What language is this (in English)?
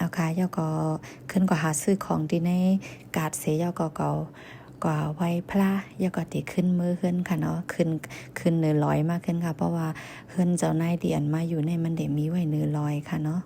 Shan